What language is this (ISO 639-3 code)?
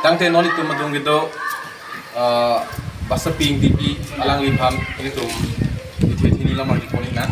mjw